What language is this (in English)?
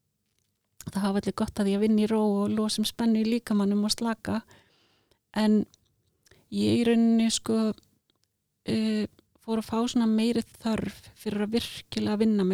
Icelandic